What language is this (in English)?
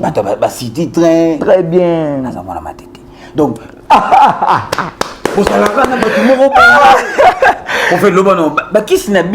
Lingala